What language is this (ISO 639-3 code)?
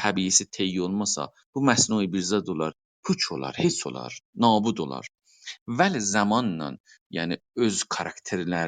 azb